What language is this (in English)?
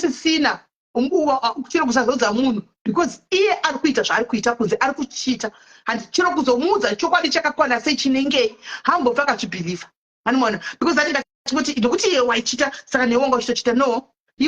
Shona